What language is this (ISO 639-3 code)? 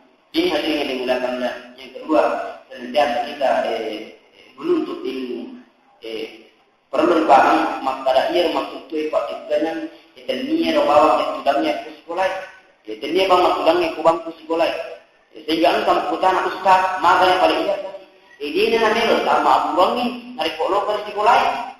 bug